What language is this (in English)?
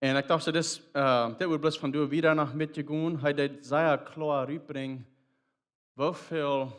Plautdietsch